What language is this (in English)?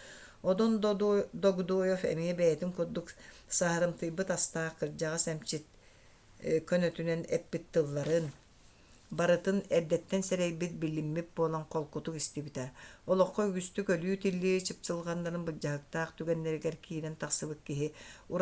Yakut